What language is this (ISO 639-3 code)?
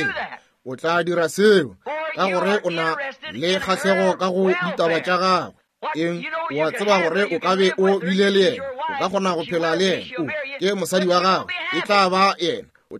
nso